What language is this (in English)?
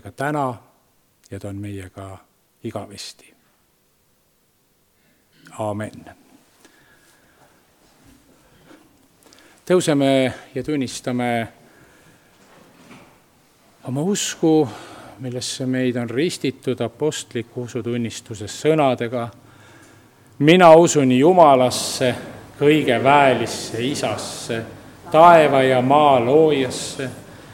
Estonian